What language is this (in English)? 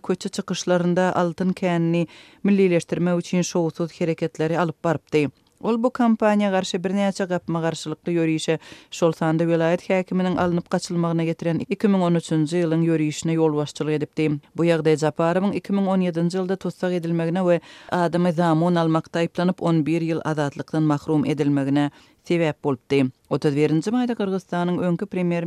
Turkmen